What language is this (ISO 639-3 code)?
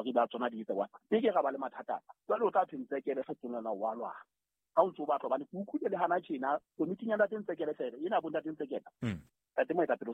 sot